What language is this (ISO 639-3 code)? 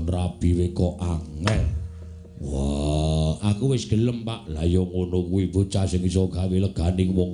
jav